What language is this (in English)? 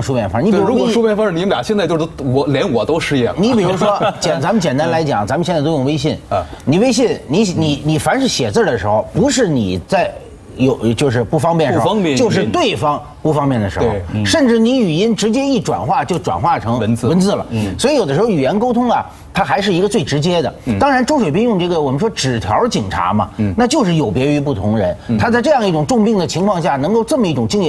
Chinese